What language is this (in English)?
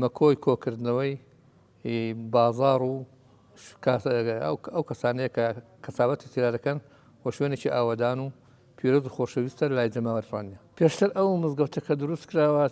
Central Kurdish